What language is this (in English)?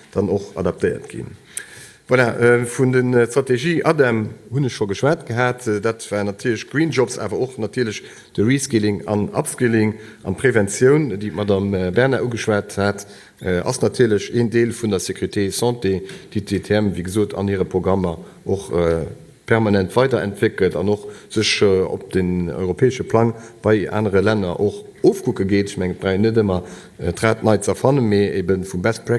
Luxembourgish